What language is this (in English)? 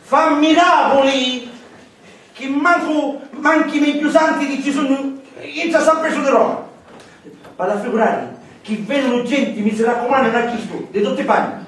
Sicilian